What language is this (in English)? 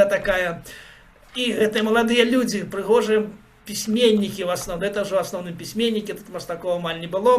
Belarusian